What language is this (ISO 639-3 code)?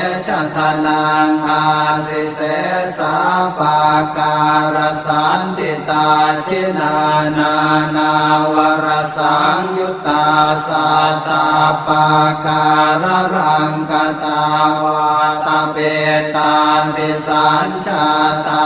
pli